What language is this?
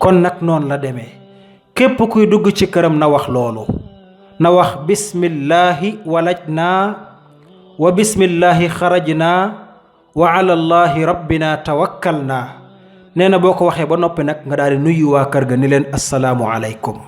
Wolof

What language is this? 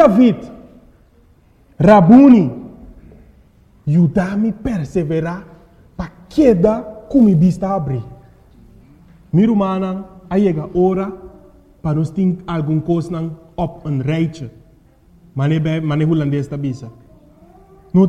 Papiamento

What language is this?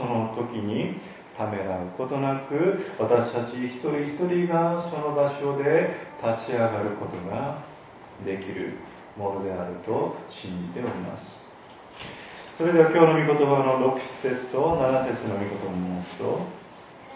Japanese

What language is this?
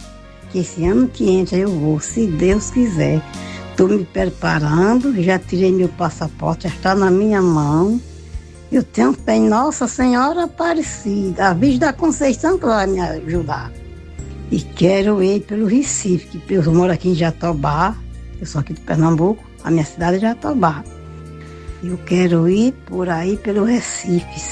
Portuguese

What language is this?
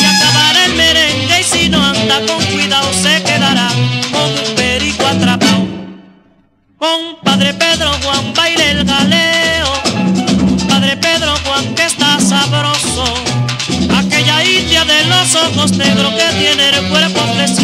Spanish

